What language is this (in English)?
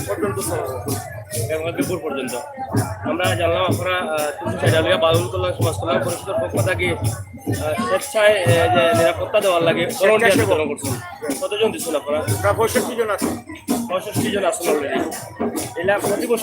Sylheti